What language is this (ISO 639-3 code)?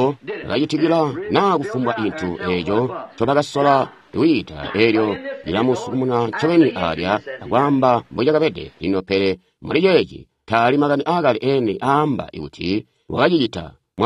toi